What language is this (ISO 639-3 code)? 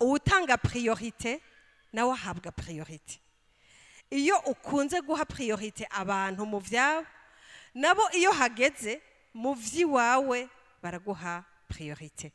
run